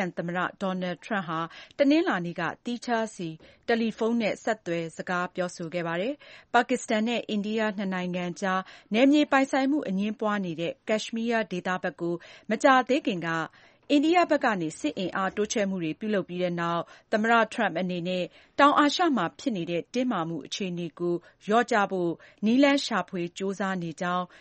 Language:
Burmese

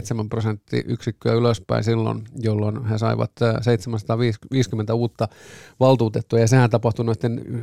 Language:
Finnish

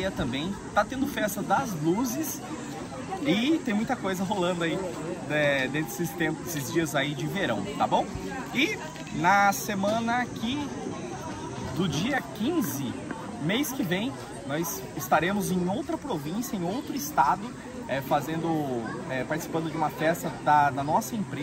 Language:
Portuguese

